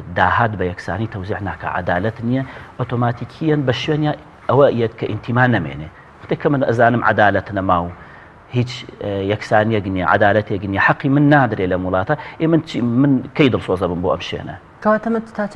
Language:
Central Kurdish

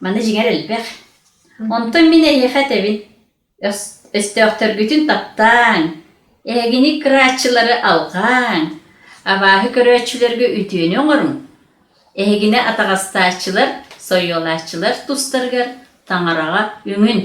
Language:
Yakut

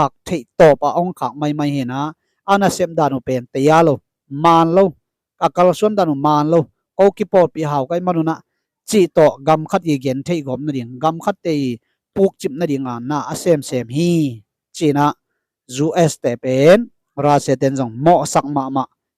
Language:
Tedim Chin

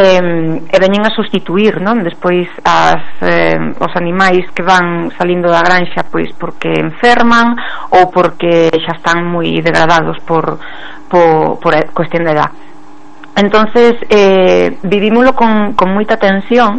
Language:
Galician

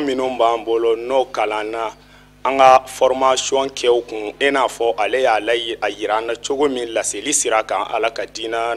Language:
Bambara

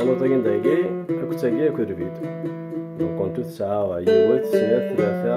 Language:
Kabyle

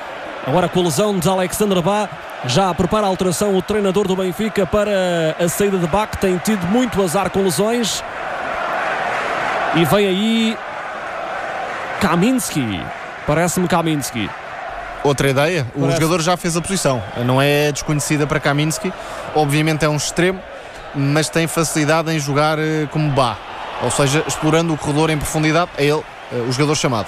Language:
Portuguese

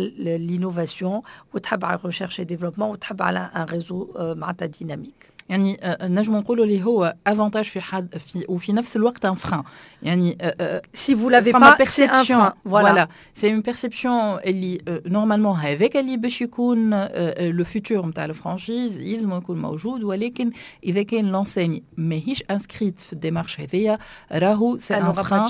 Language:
Tunisian Arabic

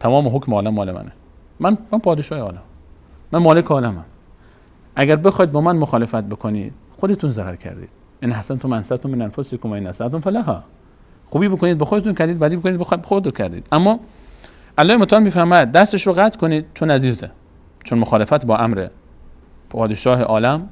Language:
Persian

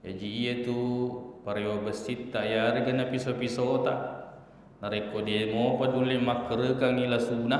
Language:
Buginese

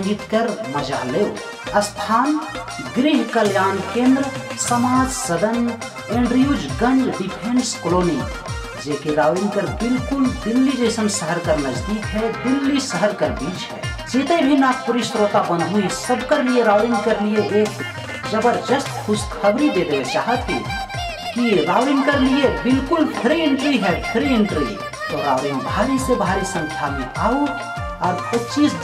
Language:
Sadri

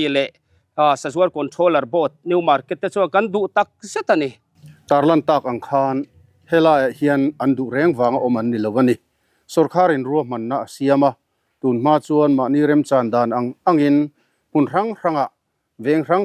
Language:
Mizo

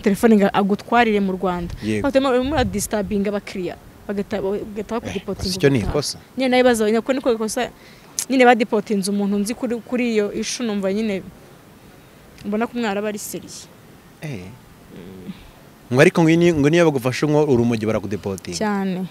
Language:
Kinyarwanda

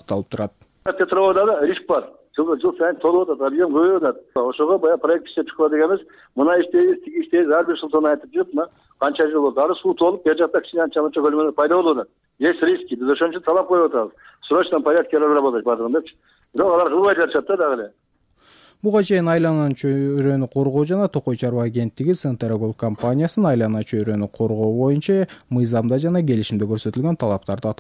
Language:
Kyrgyz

